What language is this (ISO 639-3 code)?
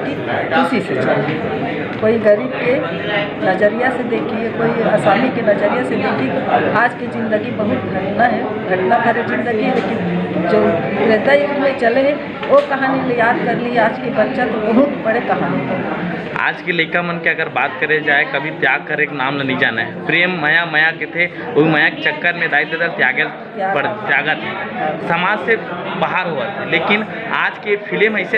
hne